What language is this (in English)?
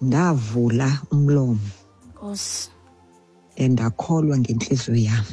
Xhosa